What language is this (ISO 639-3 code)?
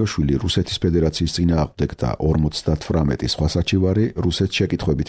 kat